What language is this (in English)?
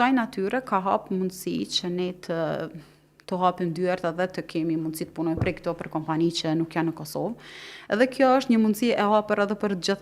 Albanian